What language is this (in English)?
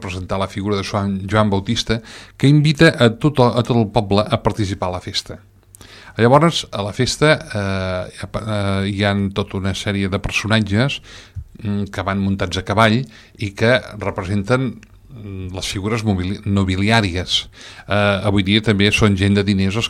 Catalan